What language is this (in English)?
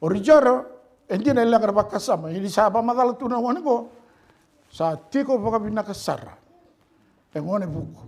Fijian